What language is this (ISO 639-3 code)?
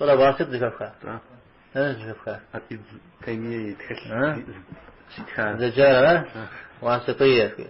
kbd